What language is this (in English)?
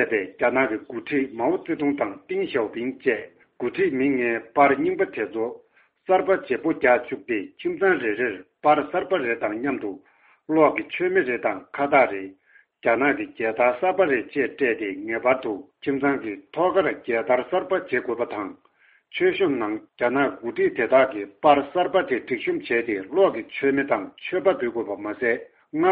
Tibetan